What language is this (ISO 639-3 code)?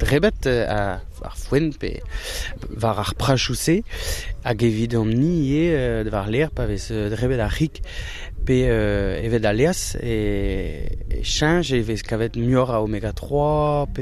bre